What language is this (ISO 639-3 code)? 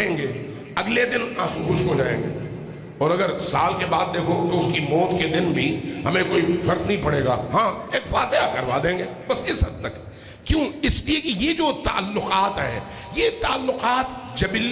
urd